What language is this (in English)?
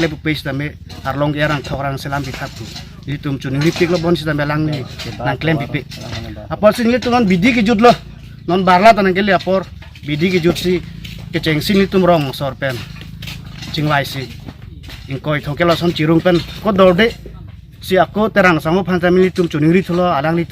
Karbi